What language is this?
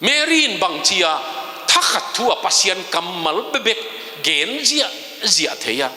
Tedim Chin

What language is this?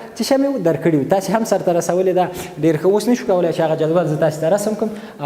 Pashto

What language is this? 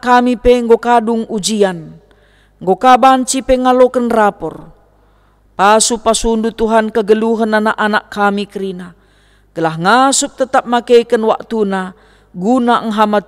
Batak Karo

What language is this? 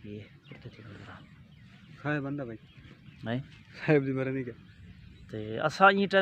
Saraiki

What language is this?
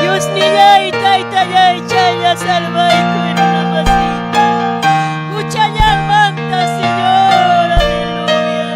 Ayacucho Quechua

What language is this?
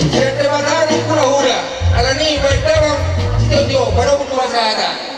Batak Toba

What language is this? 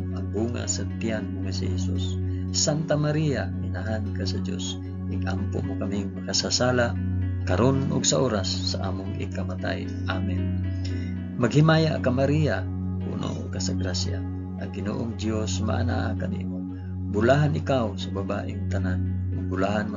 Cebuano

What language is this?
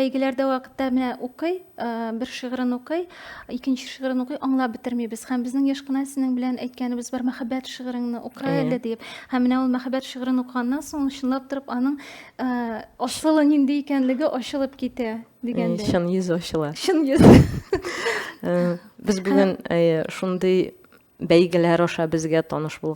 Tatar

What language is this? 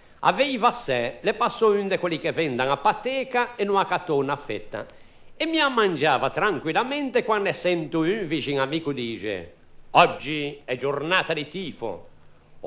Ligurian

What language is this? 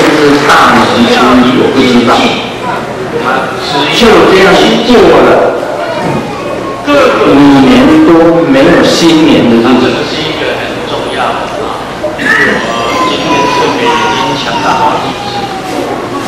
Chinese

